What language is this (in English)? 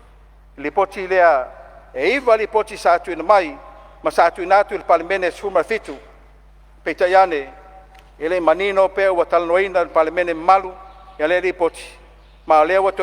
Samoan